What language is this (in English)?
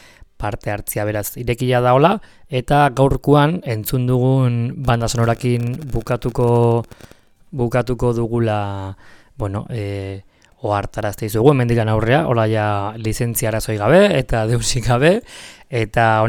Basque